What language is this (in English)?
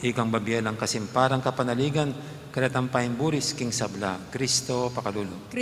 Pampanga